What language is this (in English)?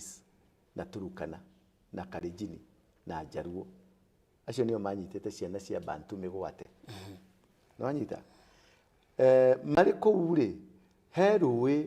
Kikuyu